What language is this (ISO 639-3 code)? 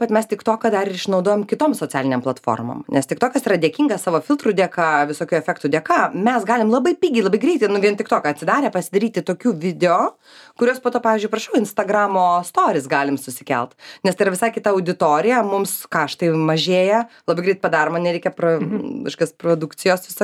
lit